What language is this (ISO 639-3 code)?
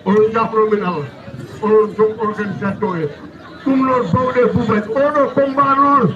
ful